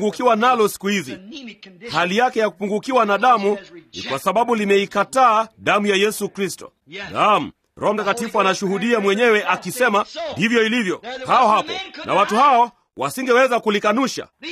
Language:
Swahili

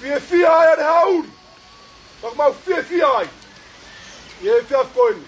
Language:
Tongan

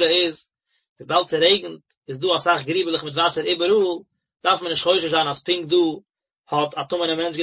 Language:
Yiddish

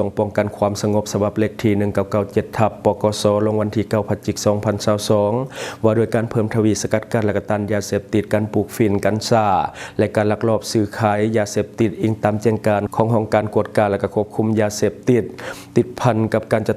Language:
Lao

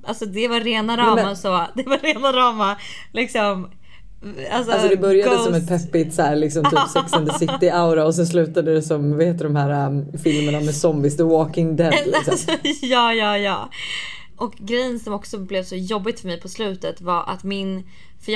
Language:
Swedish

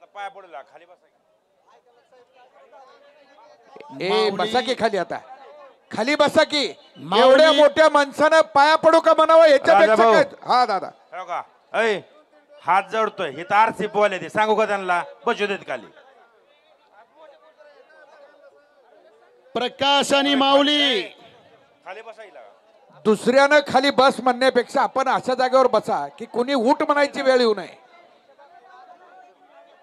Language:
Marathi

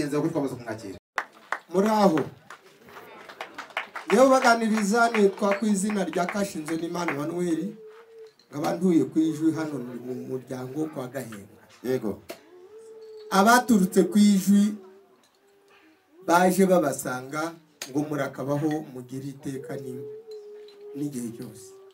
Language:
Kinyarwanda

